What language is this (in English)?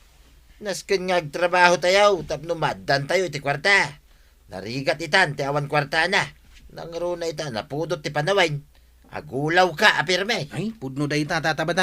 Iloko